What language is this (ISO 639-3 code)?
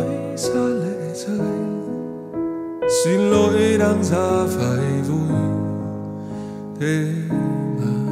vie